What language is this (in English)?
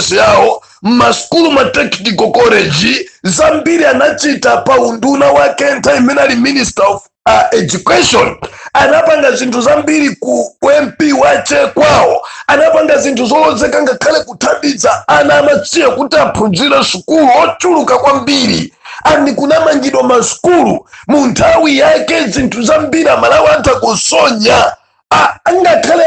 Nyanja